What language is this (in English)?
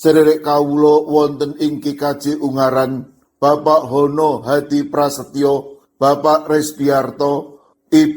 Javanese